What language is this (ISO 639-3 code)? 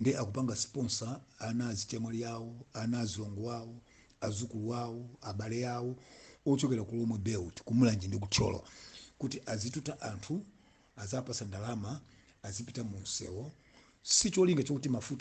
nya